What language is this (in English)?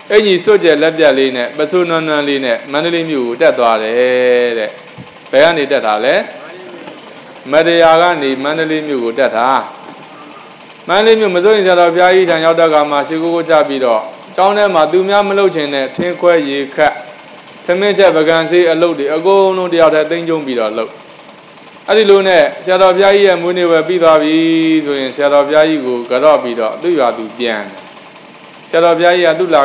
Burmese